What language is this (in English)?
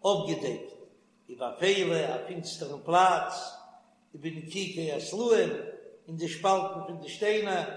Yiddish